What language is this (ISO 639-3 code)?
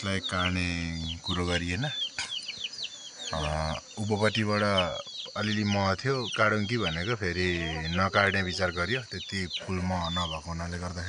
nep